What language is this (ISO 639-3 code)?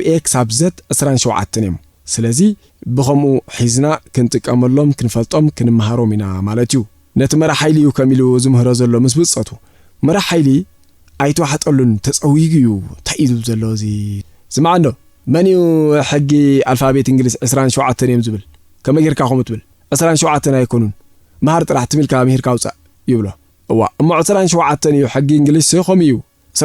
tir